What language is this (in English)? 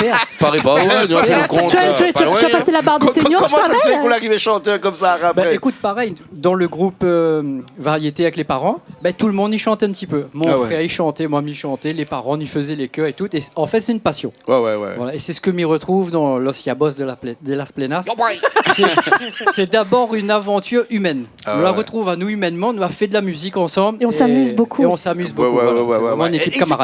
Réunion Creole French